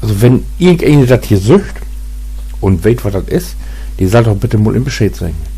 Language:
Low German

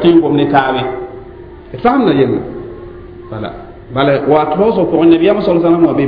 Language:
Mossi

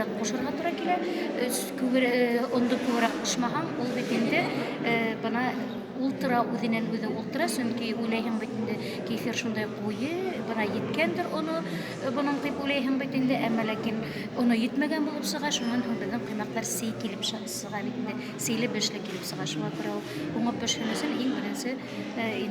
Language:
Bashkir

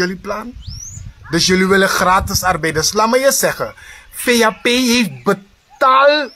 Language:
Sranan Tongo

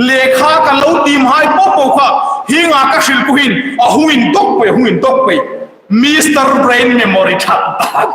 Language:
Hmar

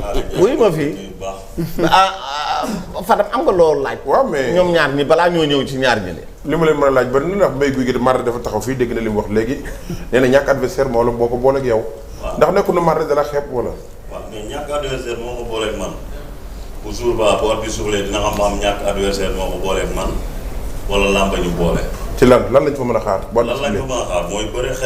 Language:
Wolof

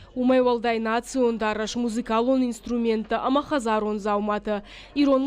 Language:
Ossetic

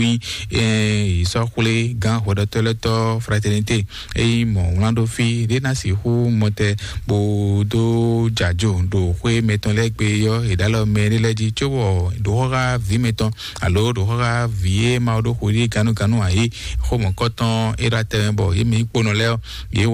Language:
Fon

